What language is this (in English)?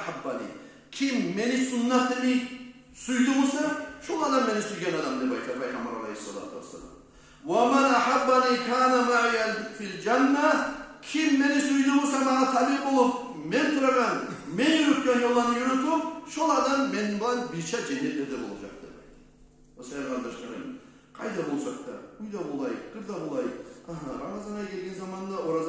Kumyk